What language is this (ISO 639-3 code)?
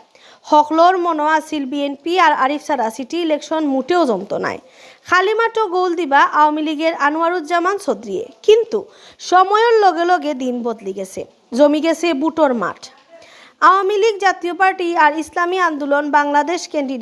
syl